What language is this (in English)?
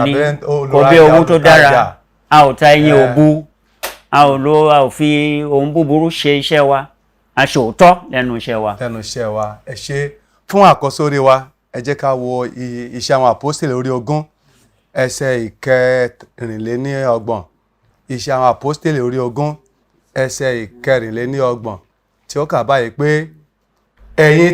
Yoruba